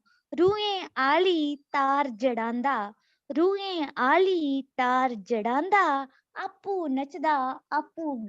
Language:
Dogri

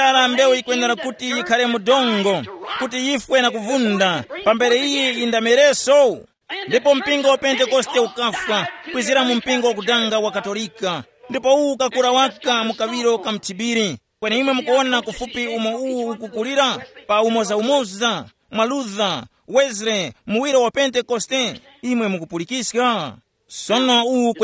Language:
Tumbuka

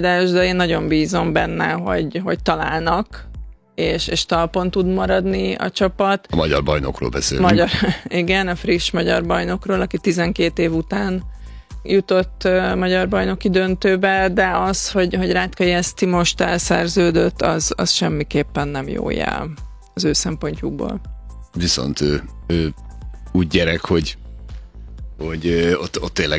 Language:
Hungarian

